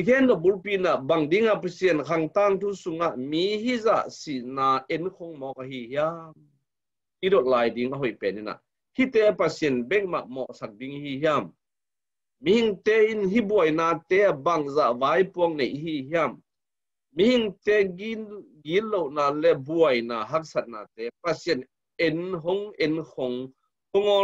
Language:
Tedim Chin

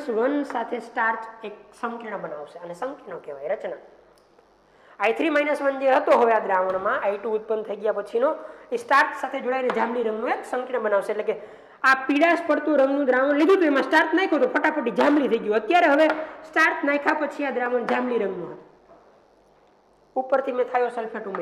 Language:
Gujarati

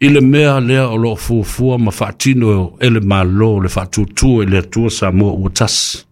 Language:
Samoan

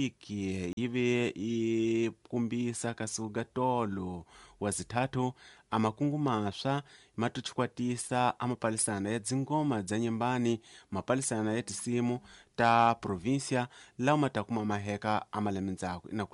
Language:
Tsonga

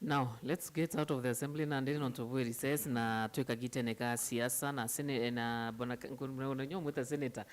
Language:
Meru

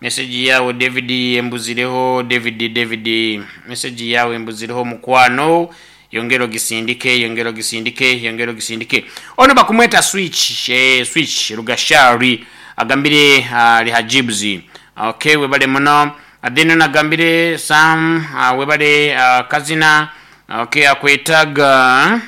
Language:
Nyankole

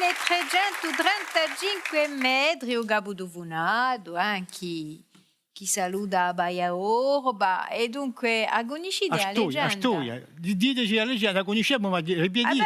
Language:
Corsican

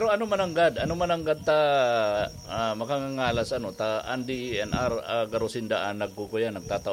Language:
Bikol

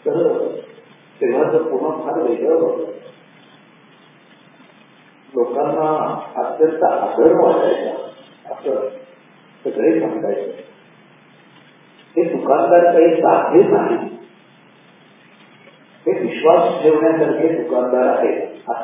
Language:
Marathi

